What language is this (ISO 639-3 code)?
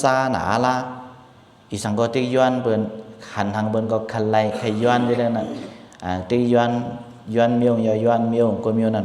shn